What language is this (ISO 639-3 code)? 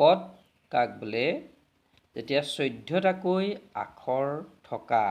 asm